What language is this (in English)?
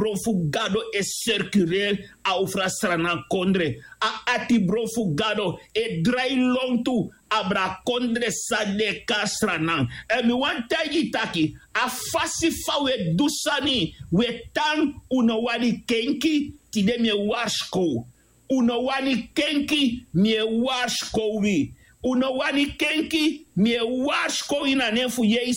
Sranan Tongo